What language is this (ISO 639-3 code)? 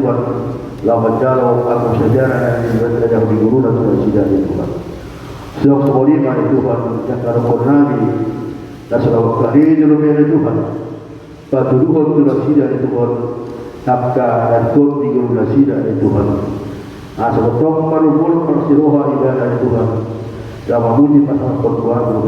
bbc